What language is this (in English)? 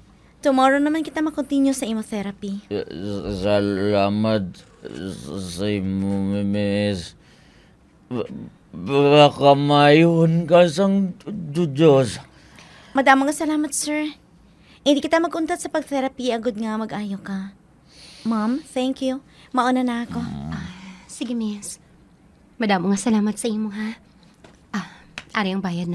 Hiligaynon